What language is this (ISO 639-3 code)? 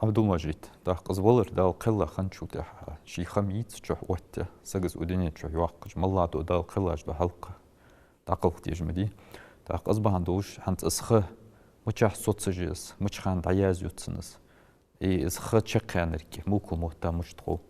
inh